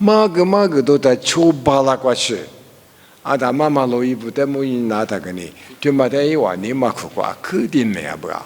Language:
Lisu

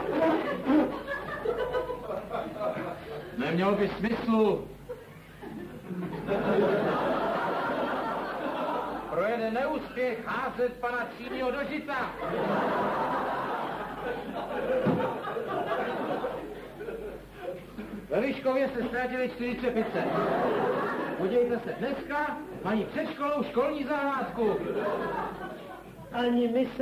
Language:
Czech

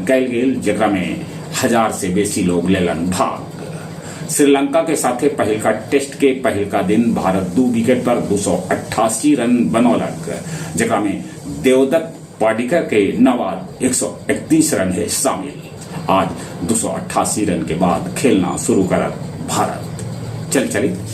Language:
Magahi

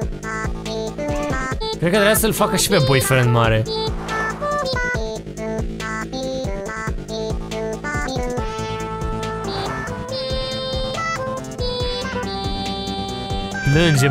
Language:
Romanian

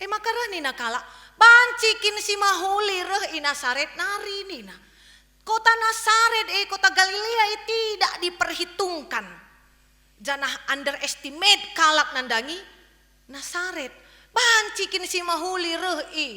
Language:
Batak Karo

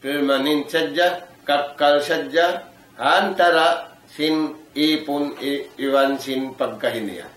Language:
Tausug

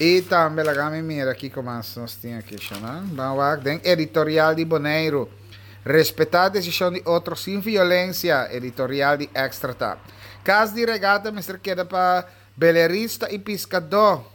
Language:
Papiamento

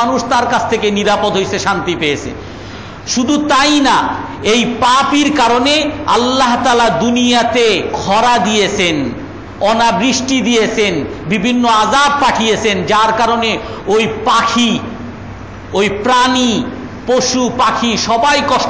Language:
Bangla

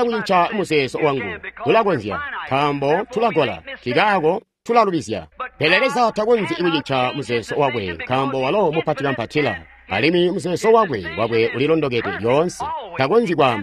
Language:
Tonga (Zambia)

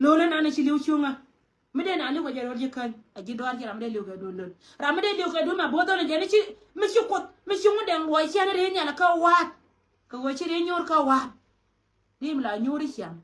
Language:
Nuer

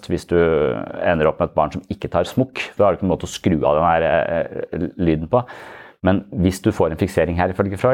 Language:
Norwegian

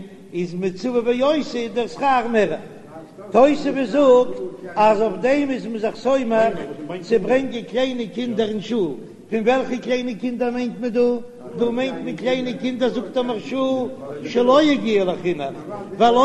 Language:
Yiddish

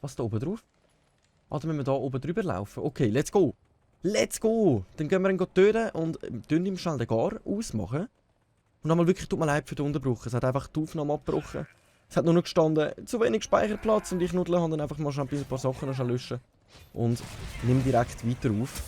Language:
Swiss German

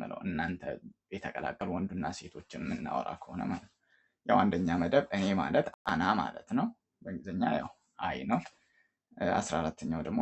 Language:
Amharic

